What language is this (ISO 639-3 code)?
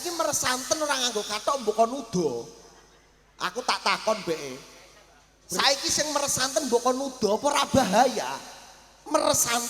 jav